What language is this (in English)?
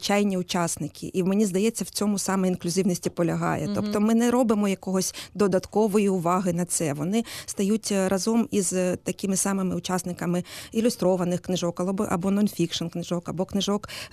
Ukrainian